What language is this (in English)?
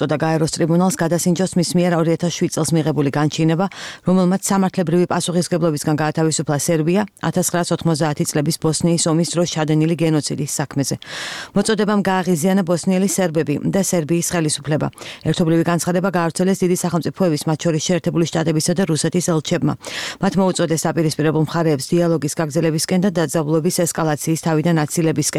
Georgian